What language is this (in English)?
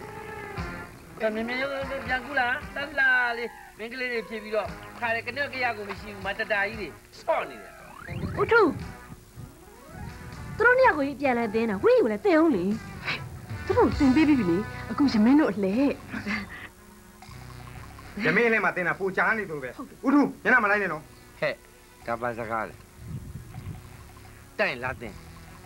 Burmese